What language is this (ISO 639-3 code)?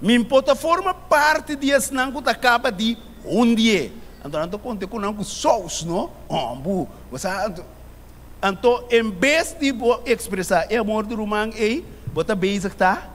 pap